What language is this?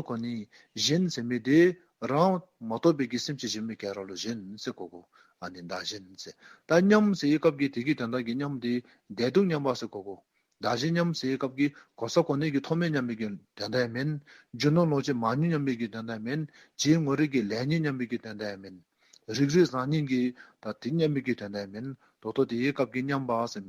Dzongkha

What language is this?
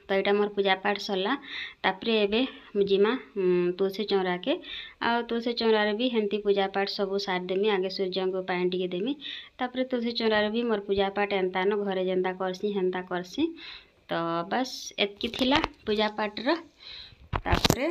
Sambalpuri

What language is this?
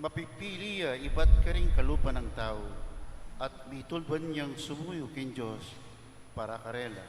Pampanga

